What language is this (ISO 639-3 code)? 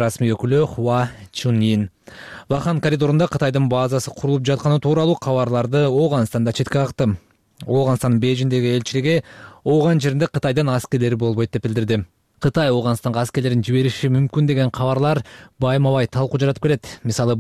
kir